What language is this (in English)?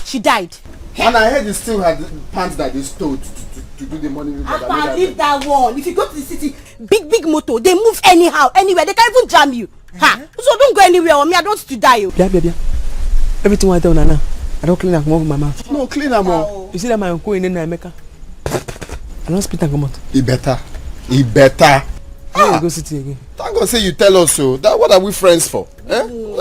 Nigerian Pidgin